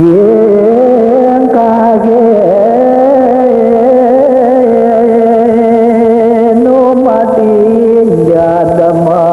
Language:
Balinese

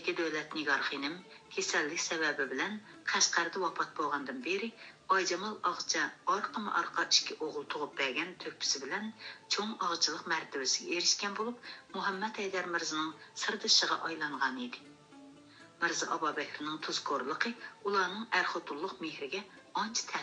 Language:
Uyghur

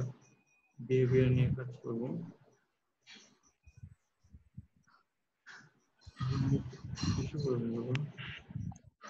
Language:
Bangla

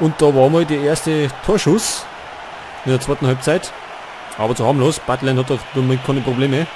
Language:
Bavarian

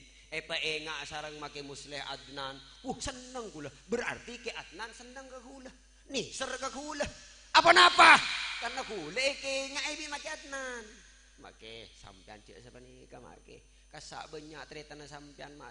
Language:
Madurese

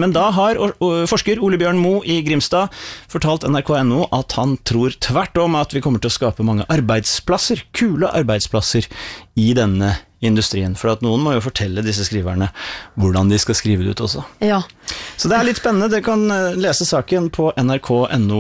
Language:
Norwegian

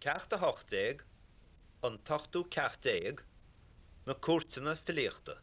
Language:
Irish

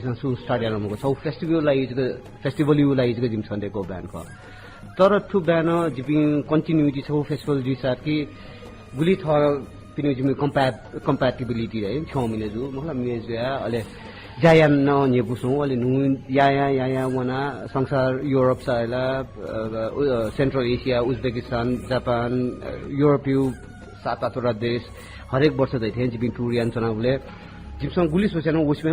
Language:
Newari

